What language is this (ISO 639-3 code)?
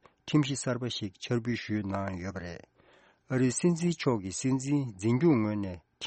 bod